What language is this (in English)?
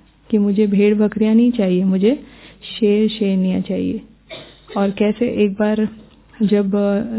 Hindi